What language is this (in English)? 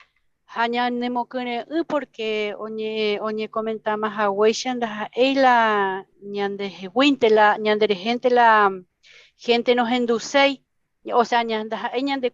Guarani